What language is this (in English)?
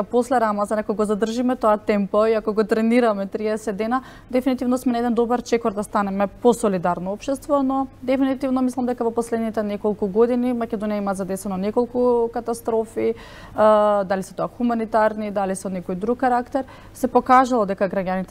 Macedonian